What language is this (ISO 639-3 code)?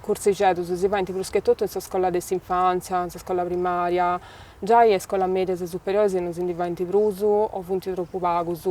srd